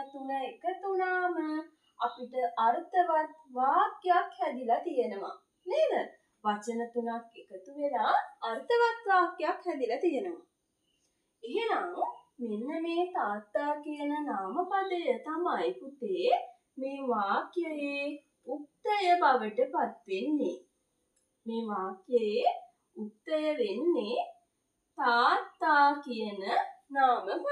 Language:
Sinhala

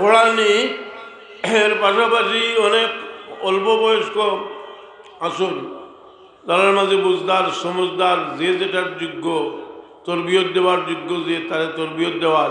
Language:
Sylheti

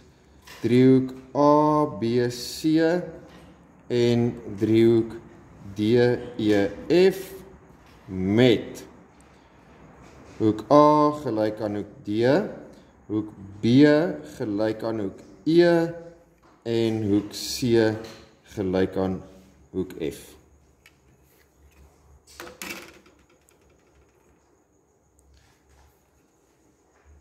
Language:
Afrikaans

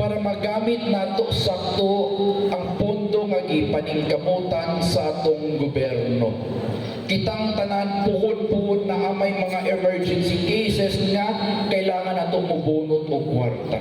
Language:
Cebuano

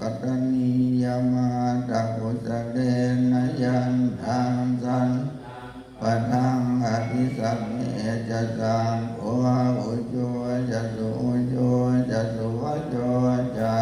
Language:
Pali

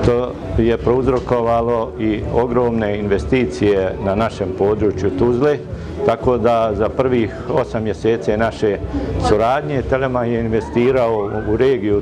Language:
Bosnian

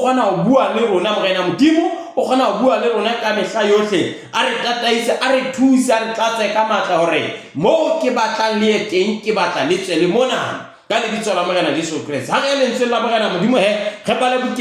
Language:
Southern Sotho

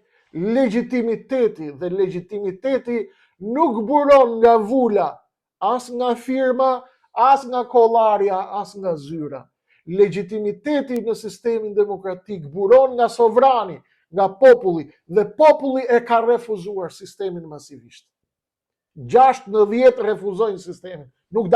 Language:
Albanian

